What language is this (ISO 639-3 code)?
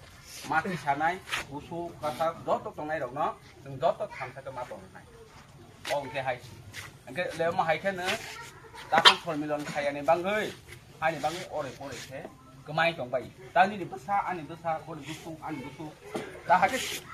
trp